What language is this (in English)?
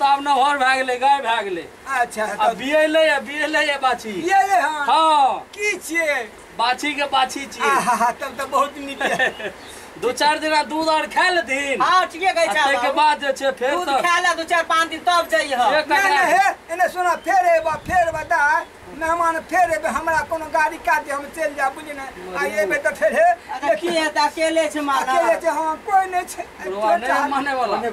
Maithili